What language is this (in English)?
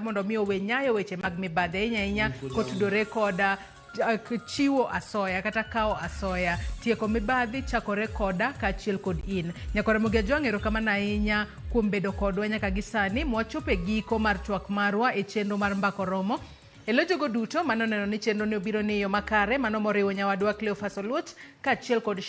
Luo (Kenya and Tanzania)